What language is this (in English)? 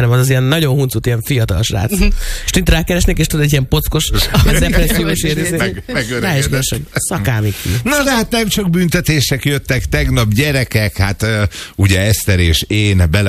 Hungarian